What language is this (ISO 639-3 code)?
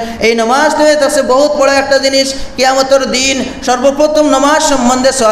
syl